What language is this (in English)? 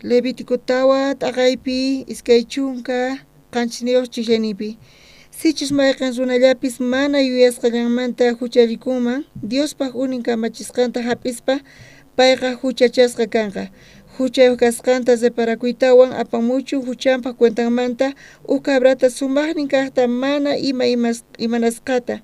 South Bolivian Quechua